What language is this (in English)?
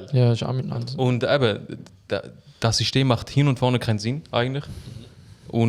Swiss German